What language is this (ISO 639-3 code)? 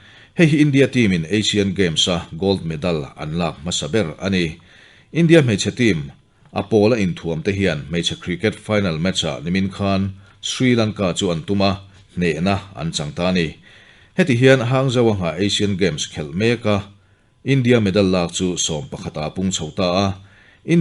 lus